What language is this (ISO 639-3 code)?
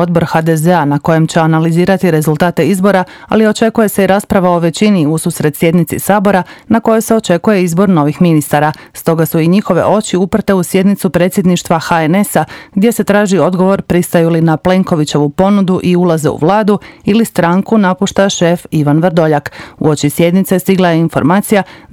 hrv